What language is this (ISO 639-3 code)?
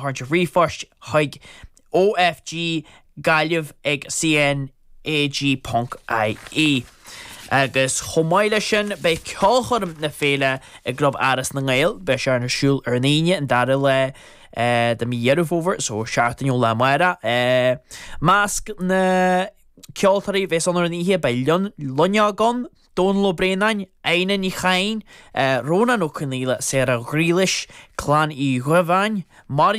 gle